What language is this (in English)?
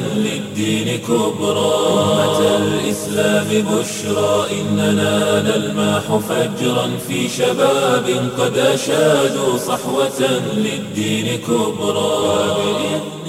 Somali